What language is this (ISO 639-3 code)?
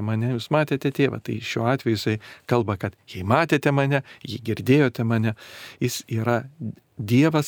lit